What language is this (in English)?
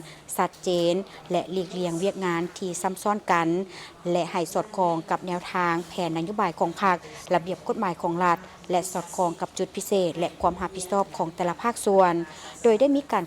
Lao